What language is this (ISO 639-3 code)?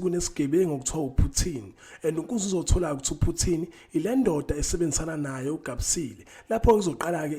zul